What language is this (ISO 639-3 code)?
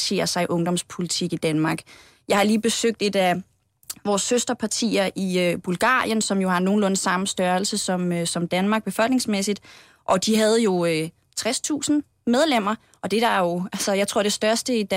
dan